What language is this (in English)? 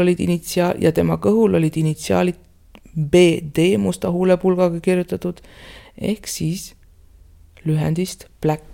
Estonian